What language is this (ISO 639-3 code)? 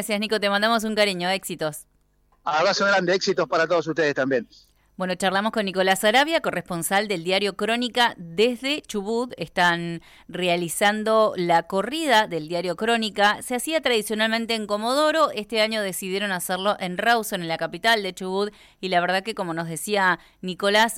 spa